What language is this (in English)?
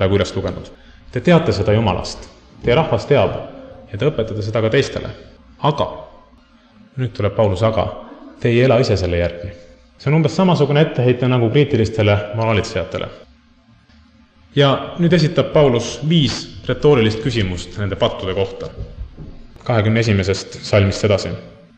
Estonian